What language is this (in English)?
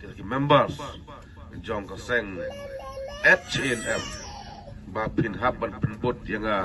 Khasi